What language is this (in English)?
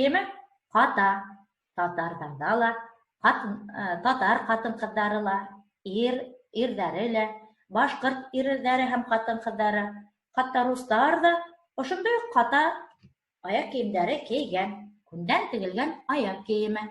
Bashkir